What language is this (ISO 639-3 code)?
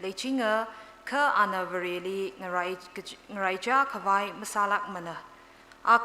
nmf